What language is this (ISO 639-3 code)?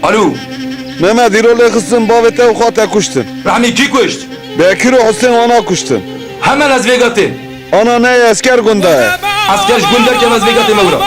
kur